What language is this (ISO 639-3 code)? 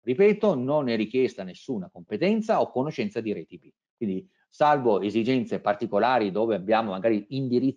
ita